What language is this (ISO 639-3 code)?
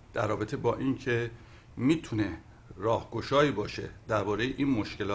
fas